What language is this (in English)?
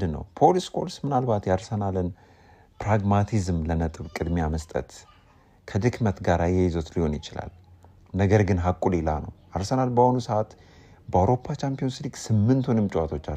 Amharic